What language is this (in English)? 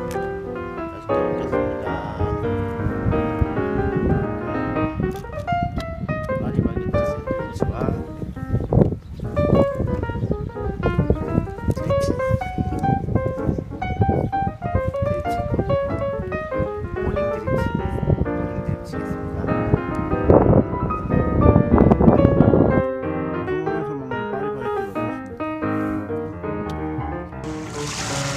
Korean